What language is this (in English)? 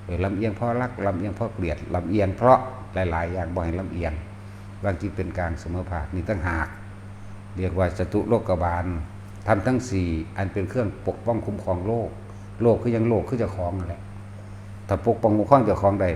Northeastern Thai